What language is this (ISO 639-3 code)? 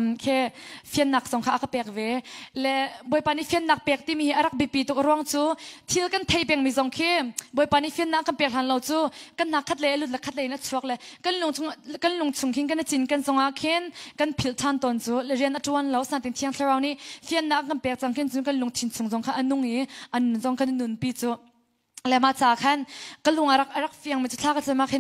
cnh